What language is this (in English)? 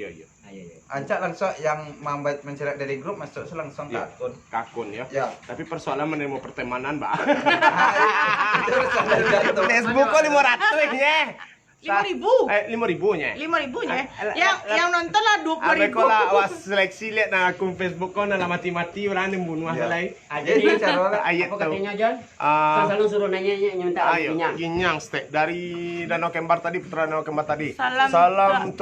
Minangkabau